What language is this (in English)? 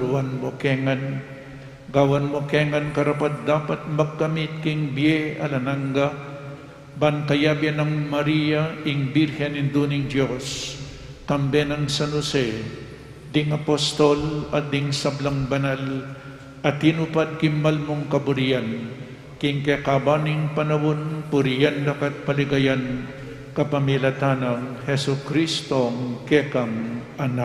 Pampanga